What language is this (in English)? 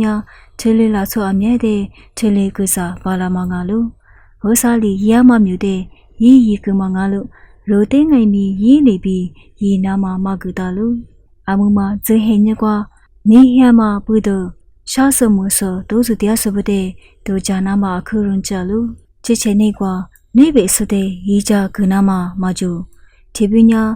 Lisu